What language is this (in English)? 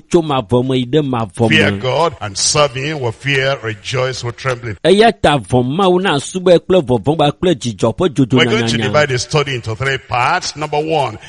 Ewe